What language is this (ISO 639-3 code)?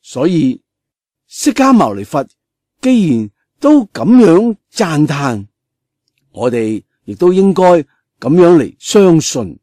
yue